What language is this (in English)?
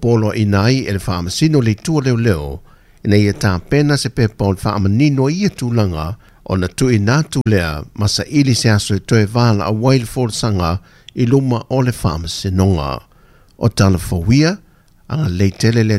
Samoan